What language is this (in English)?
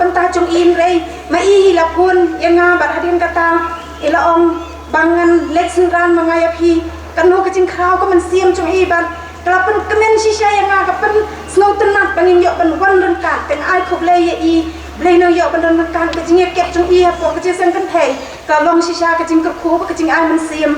Khasi